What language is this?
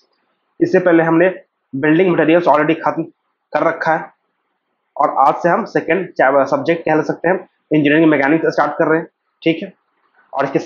Hindi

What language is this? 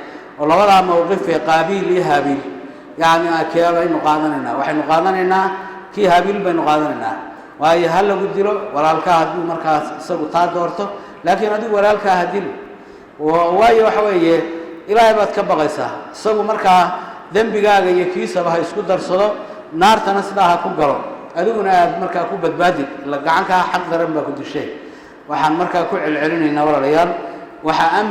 Somali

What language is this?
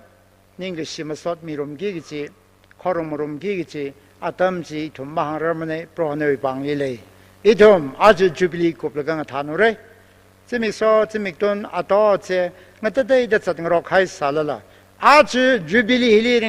Tangkhul Naga (India)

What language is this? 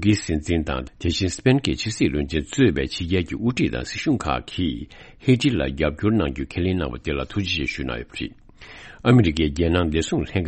Tibetan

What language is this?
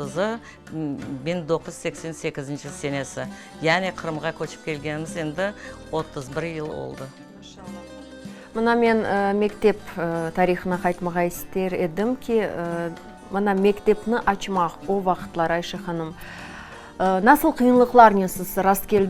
Crimean Tatar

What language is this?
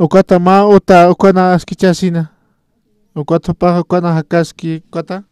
Aymara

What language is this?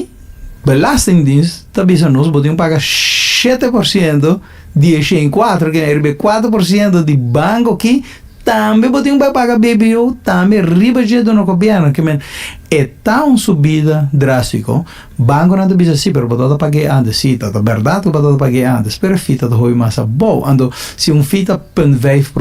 Papiamento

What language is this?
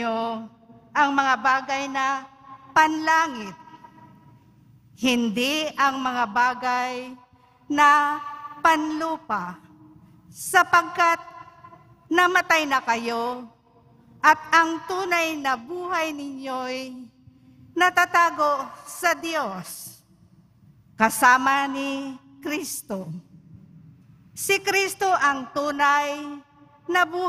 Filipino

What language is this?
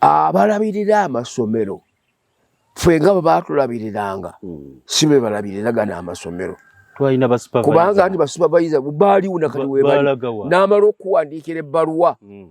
Ganda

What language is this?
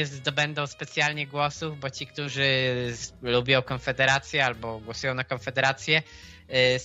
Polish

